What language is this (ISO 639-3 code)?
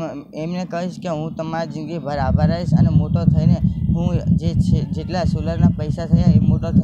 guj